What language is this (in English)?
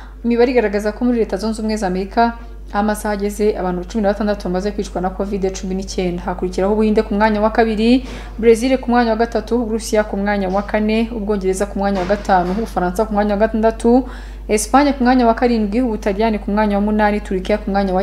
Kinyarwanda